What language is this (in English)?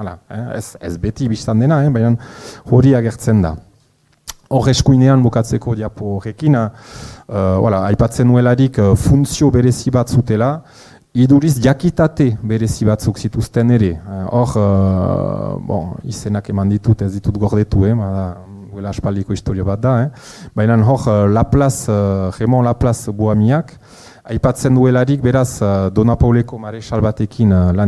Basque